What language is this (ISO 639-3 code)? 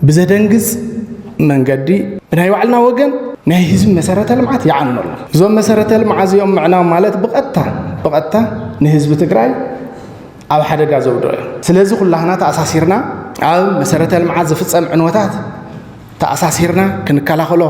tir